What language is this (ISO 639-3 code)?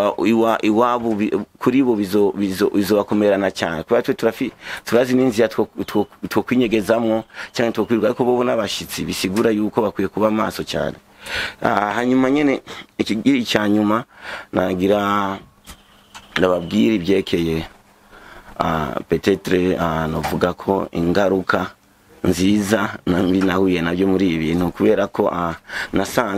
run